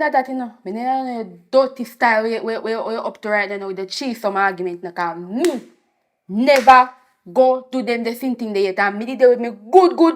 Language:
Jamaican Creole English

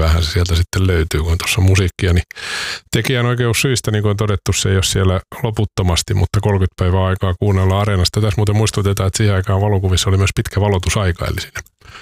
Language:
Finnish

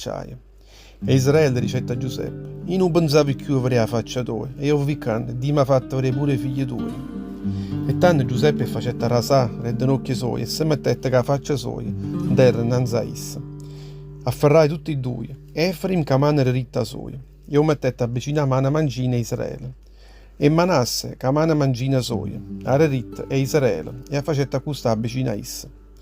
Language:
Neapolitan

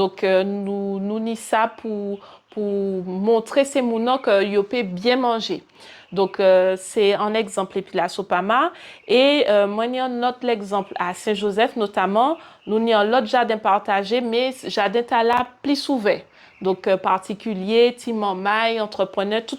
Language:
Guadeloupean Creole French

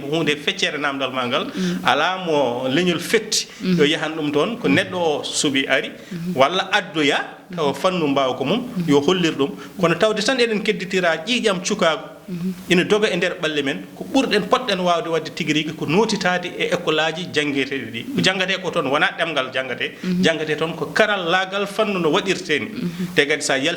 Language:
Fula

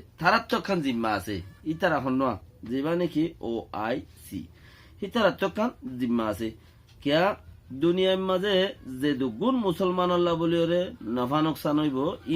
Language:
Rohingya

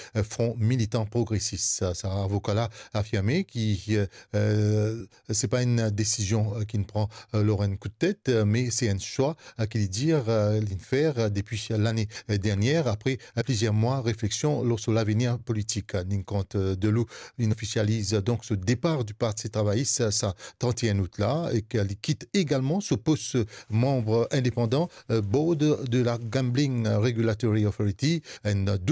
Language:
Morisyen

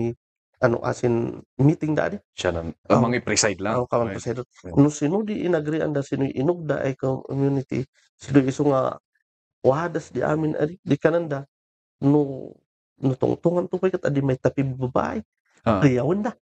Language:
Kankanaey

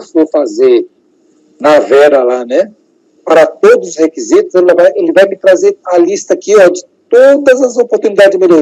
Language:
Portuguese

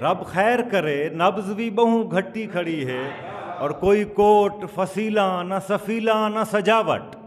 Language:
Saraiki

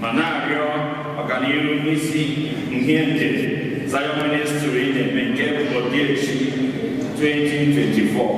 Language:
Igbo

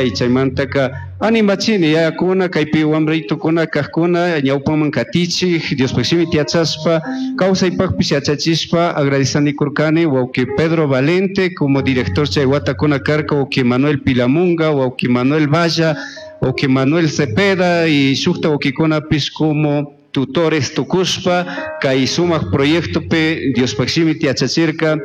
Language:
Chimborazo Highland Quichua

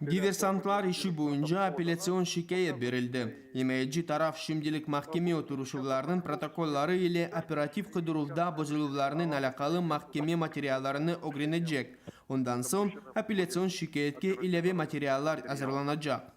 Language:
Crimean Tatar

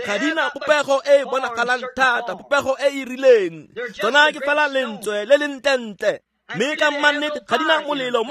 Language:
Tswana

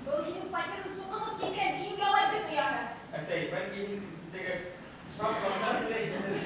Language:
Bashkir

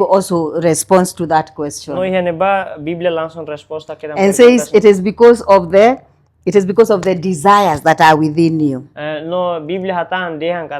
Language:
Tetum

